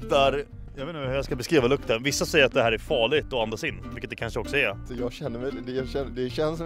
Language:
Swedish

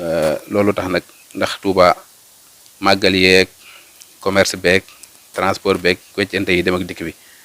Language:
Wolof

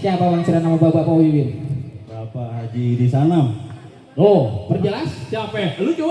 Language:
Betawi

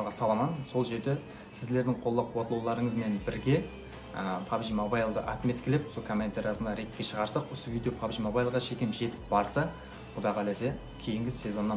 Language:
Kara-Kalpak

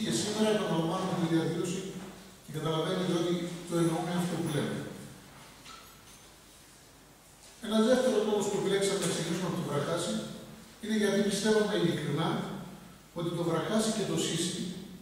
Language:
Greek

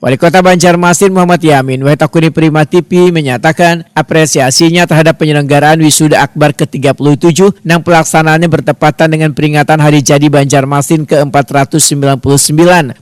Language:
Banjar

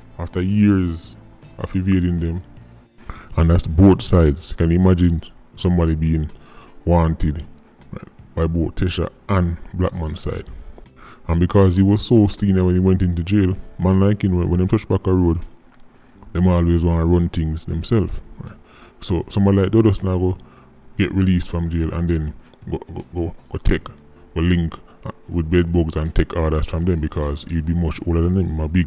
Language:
Jamaican Creole English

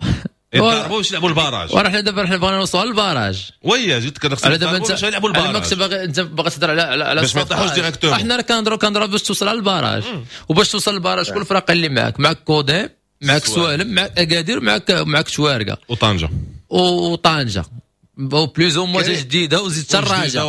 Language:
Moroccan Arabic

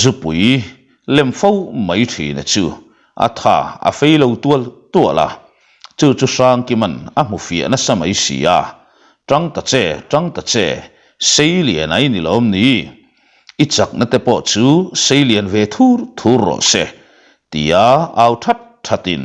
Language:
Mizo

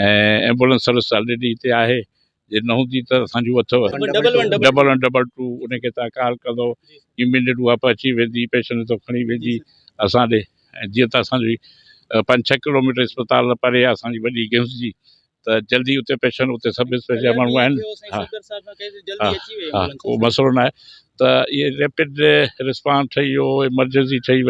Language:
Sindhi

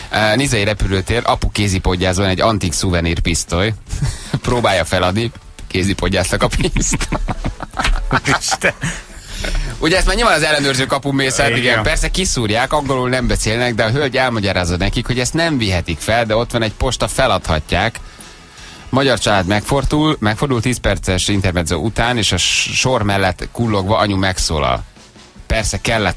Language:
Hungarian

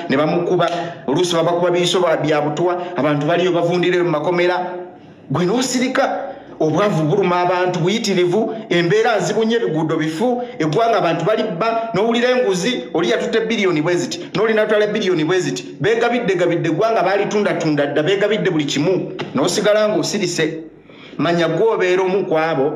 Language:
Ganda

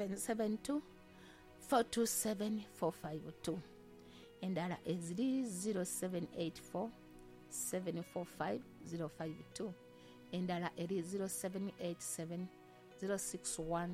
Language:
Ganda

